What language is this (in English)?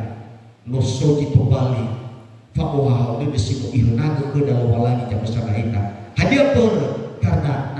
Nias